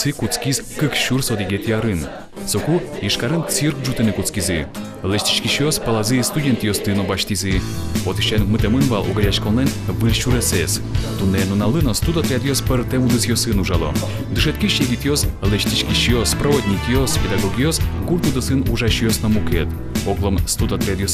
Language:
Udmurt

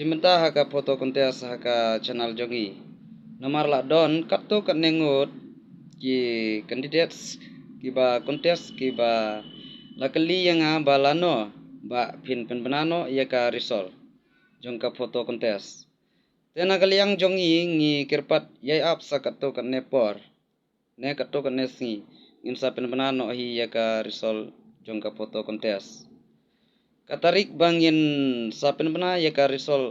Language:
Khasi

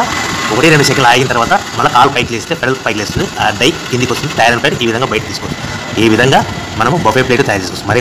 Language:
Telugu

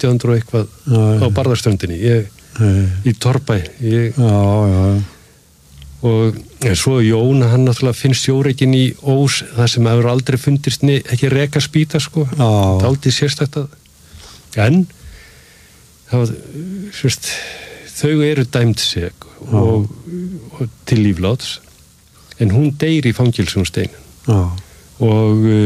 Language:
Icelandic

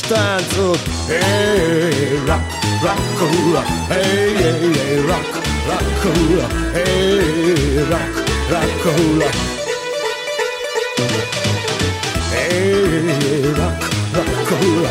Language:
Hungarian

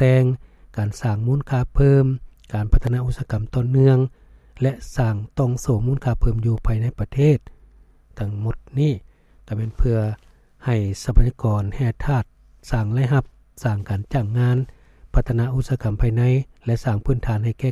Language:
Lao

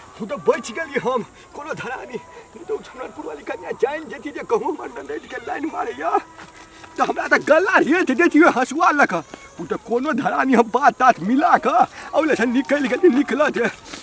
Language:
Maithili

